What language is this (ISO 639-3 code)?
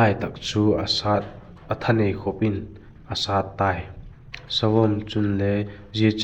vap